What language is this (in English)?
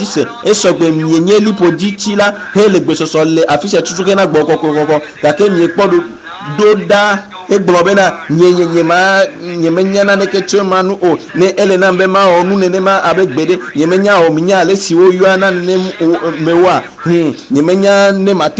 Ewe